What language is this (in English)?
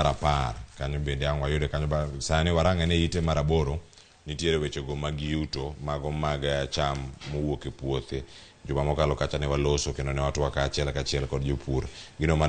Luo (Kenya and Tanzania)